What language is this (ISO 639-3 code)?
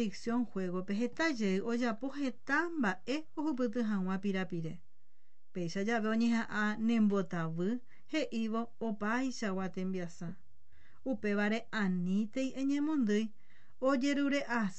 grn